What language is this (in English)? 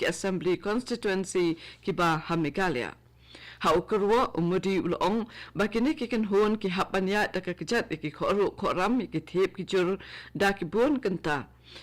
Khasi